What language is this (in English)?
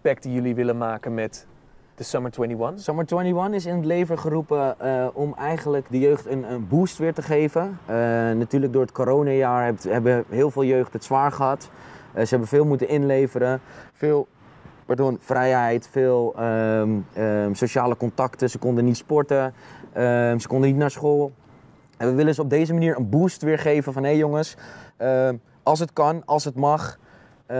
Dutch